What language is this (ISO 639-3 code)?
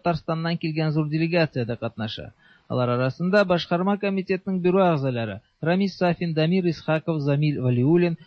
tat